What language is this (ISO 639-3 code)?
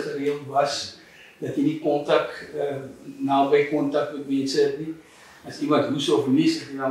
afr